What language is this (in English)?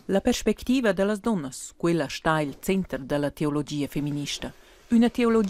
Romansh